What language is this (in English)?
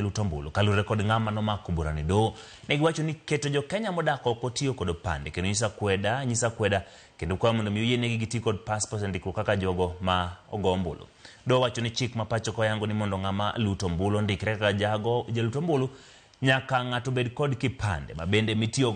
Luo (Kenya and Tanzania)